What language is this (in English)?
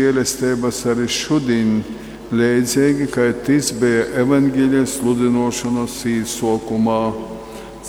Latgalian